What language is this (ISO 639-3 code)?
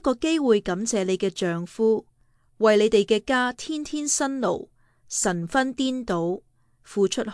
yue